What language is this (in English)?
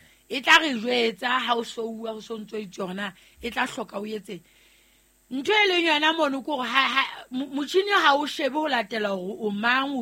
Southern Sotho